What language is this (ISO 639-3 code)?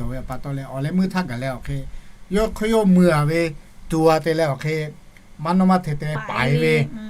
lhu